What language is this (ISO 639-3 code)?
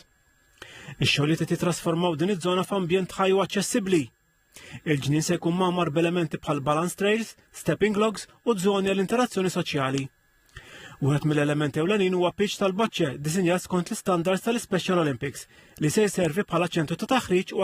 mlt